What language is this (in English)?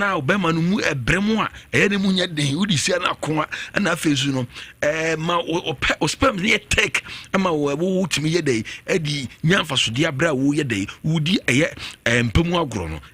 Akan